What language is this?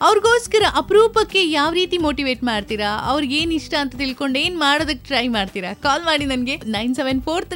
Kannada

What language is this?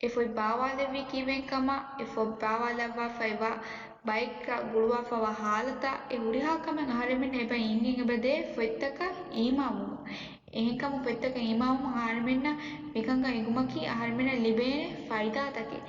Divehi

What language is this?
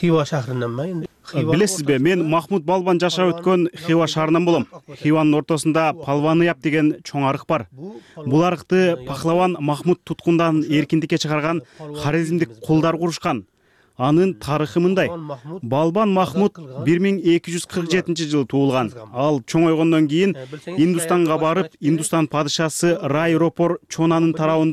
Kyrgyz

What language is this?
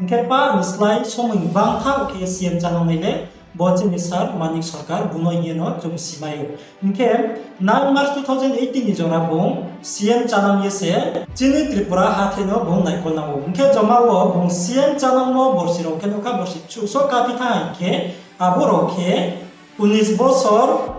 Riang (India)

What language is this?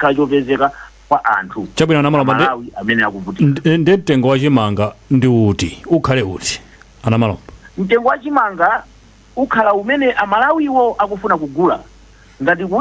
Nyanja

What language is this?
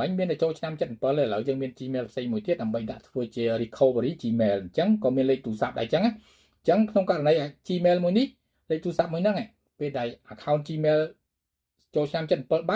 Khmer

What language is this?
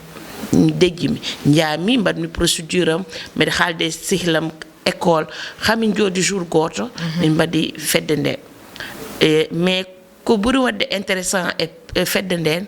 Fula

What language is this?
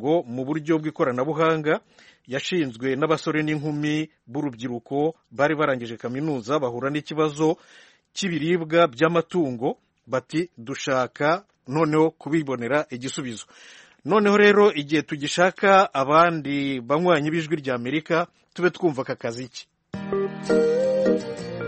Kinyarwanda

